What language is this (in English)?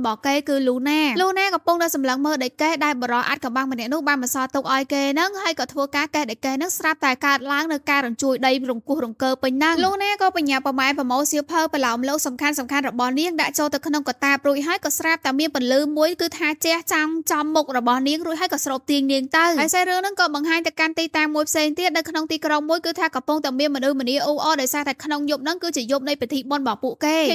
Khmer